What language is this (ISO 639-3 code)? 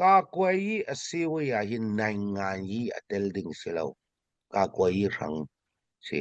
cnh